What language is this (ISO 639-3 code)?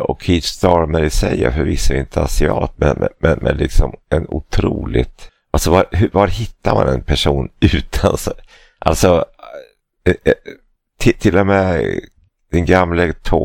swe